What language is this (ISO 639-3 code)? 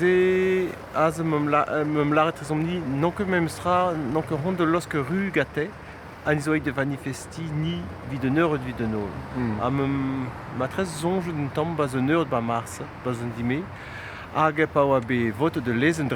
bre